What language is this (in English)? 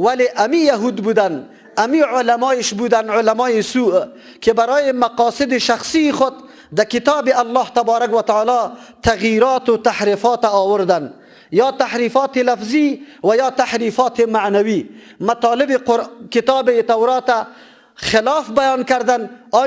Persian